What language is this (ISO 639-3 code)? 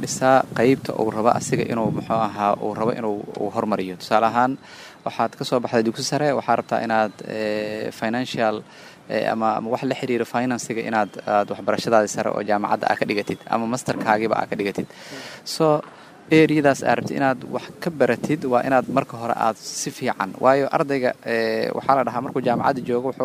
som